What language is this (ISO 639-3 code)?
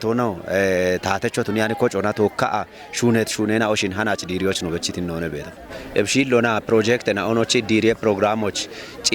kbr